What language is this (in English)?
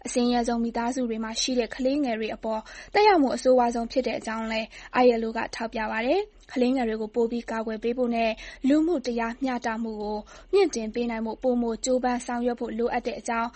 Burmese